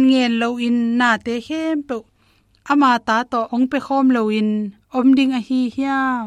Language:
Tedim Chin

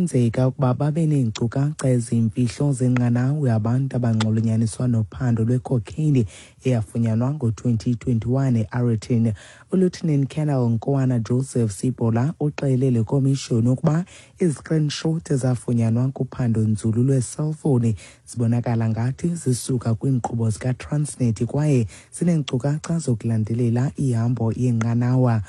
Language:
Xhosa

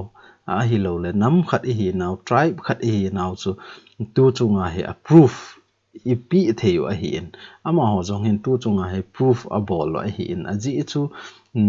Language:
Thado Chin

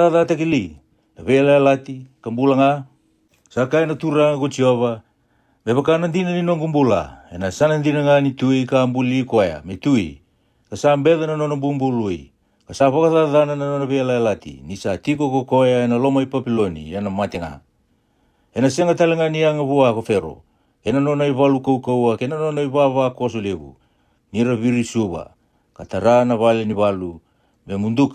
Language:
Fijian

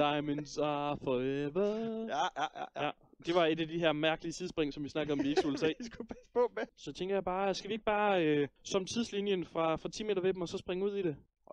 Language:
Danish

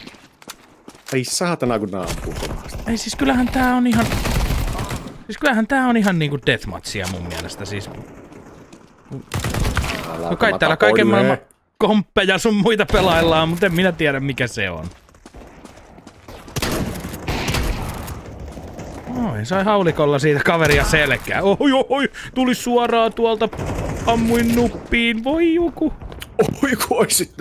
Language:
Finnish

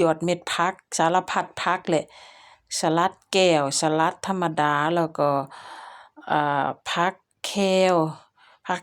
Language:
Lao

